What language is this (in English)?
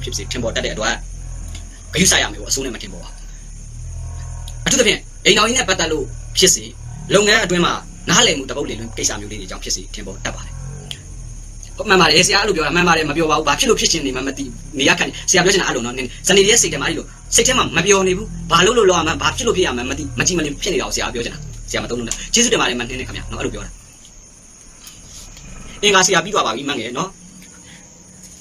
Burmese